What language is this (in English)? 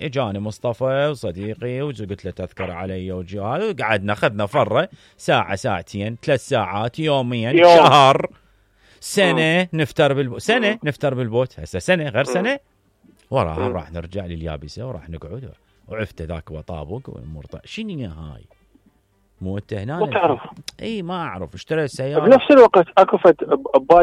Mesopotamian Arabic